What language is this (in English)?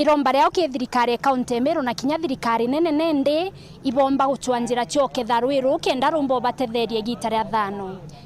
Meru